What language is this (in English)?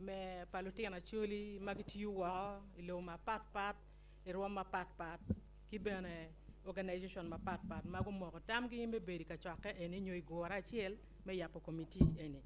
Acoli